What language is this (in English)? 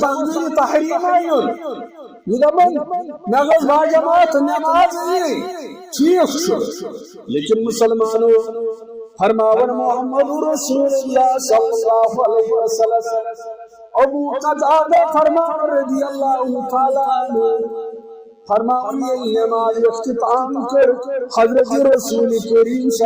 Kashmiri